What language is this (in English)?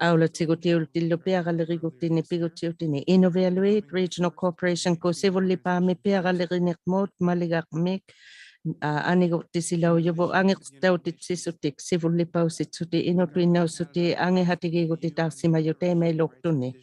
Inuktitut